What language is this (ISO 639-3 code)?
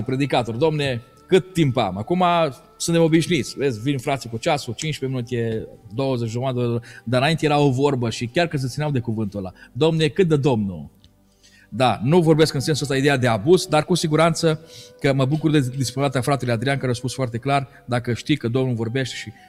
ron